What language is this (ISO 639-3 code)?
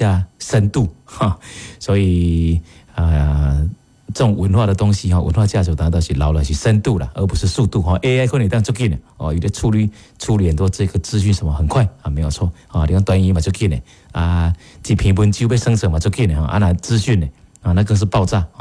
nan